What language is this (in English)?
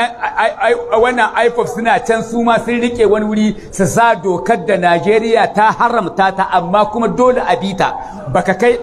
Hausa